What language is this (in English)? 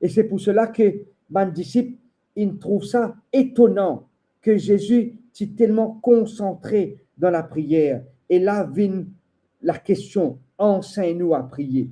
Morisyen